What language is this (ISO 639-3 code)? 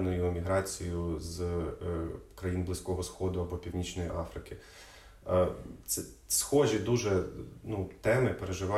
ukr